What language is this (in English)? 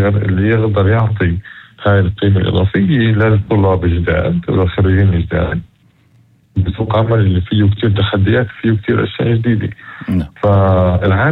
North Levantine Arabic